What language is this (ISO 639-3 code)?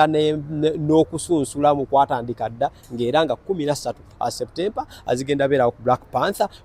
lug